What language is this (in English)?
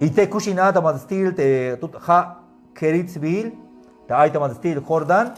Tzeltal